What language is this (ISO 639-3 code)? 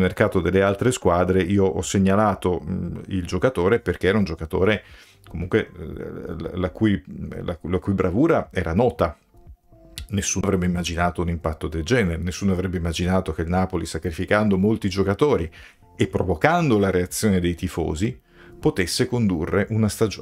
ita